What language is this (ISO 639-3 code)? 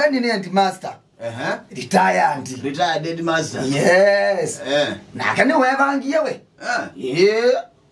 kam